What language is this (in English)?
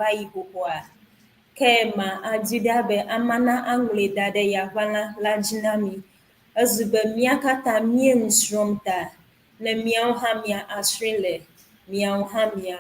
Ewe